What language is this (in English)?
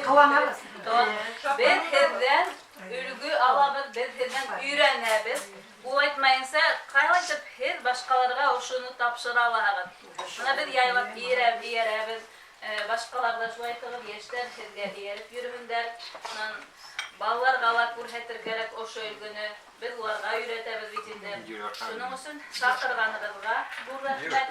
Bashkir